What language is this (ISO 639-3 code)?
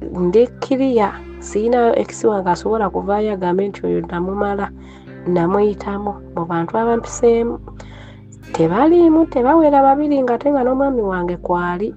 lug